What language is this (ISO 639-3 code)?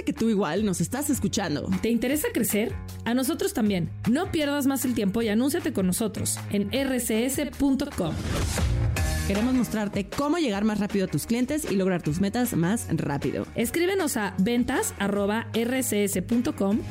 spa